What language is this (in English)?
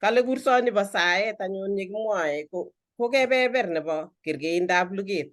Kalenjin